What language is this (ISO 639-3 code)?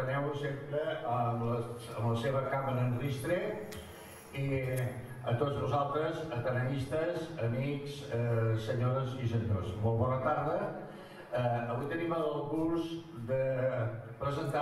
cat